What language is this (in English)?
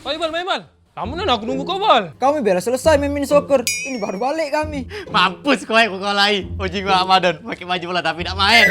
Musi